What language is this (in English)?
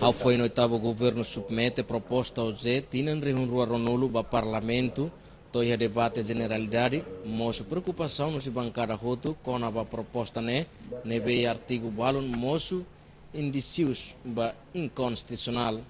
Tetum